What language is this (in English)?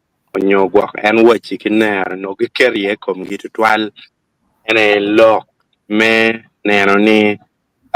Acoli